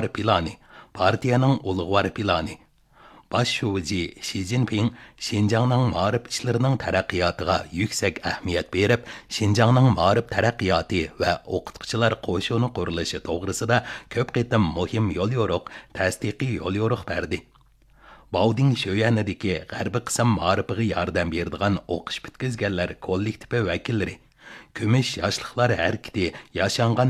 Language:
Uyghur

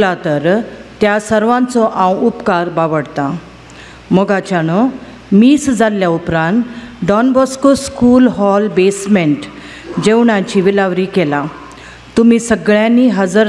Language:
Konkani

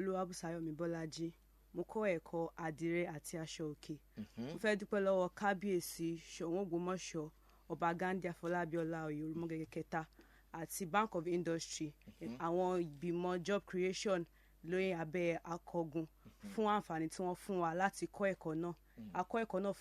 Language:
Yoruba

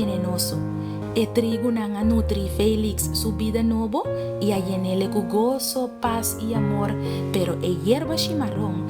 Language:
Papiamento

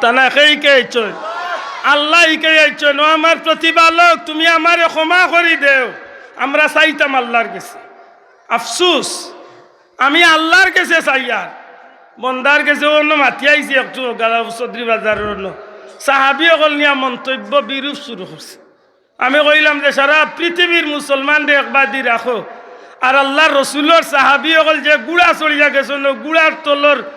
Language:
Sylheti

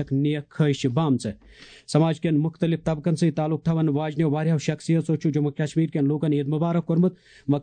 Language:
Kashmiri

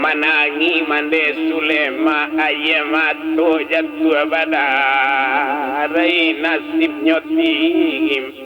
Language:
Minangkabau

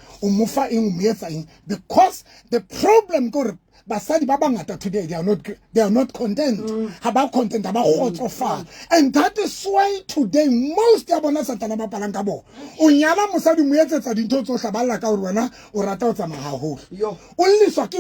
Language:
Southern Sotho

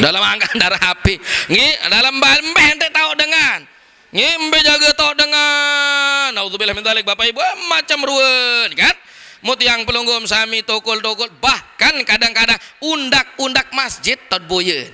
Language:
Sasak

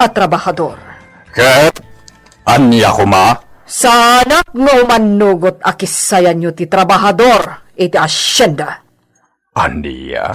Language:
Iloko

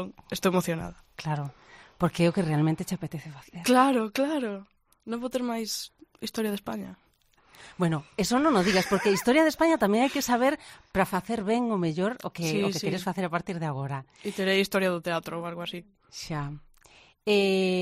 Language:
Galician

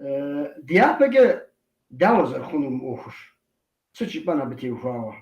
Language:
Kabardian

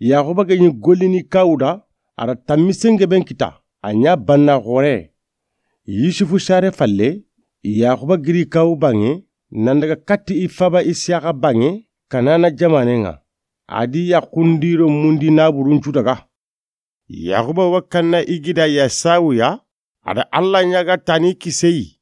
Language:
Soninke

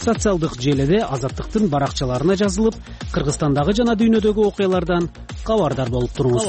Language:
Kyrgyz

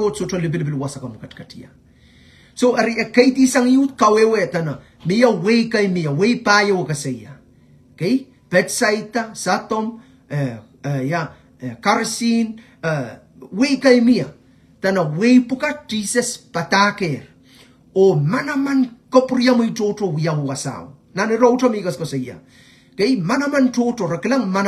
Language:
Pohnpeian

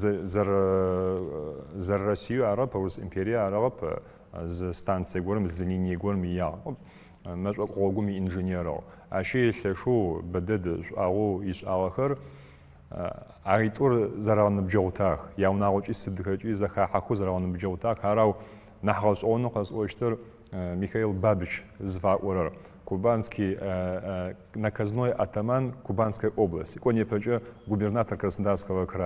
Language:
Adyghe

